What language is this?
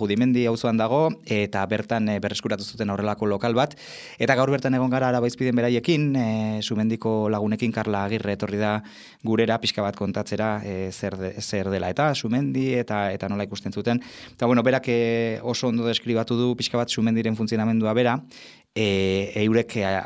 Basque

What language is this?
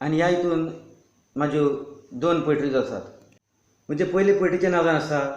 Konkani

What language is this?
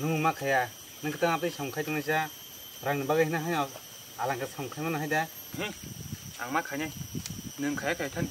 Kok Borok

